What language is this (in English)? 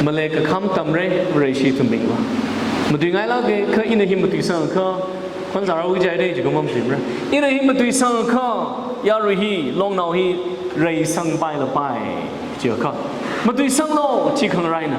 Tangkhul Naga (India)